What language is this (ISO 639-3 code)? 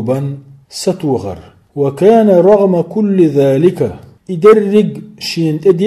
che